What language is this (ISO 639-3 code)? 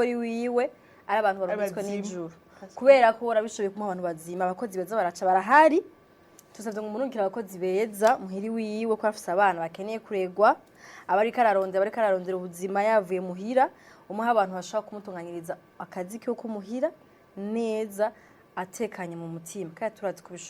run